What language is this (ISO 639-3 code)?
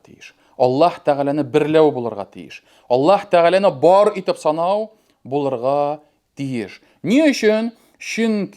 tat